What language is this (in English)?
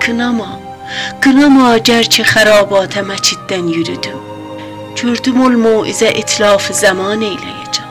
South Azerbaijani